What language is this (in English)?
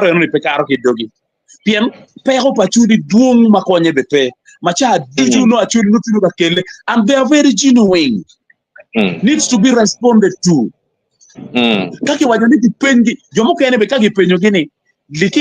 Acoli